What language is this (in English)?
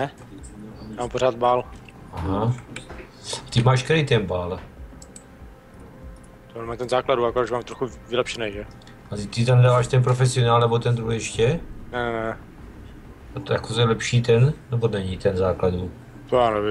Czech